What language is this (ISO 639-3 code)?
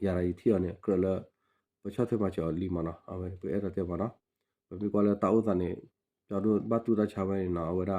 ksw